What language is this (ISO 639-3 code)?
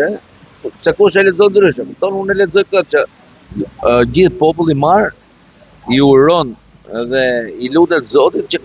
sqi